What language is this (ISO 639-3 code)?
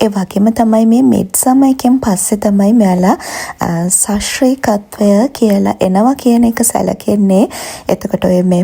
sin